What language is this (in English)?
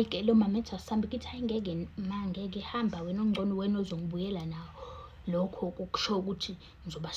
Zulu